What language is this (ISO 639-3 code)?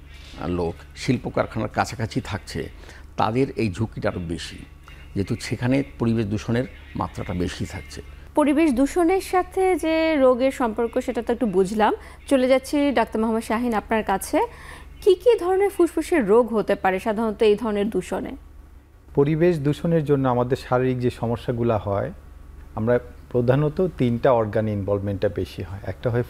ben